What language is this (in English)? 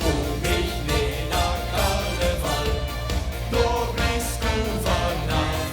Limburgish